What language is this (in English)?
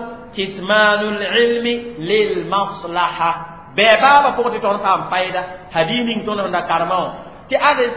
Mossi